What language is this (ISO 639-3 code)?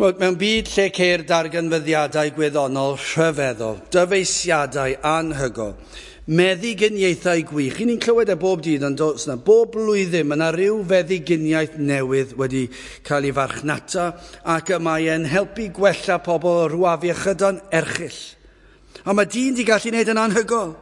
cym